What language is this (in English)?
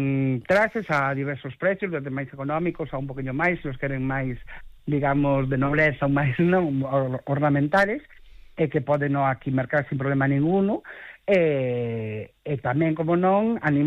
Galician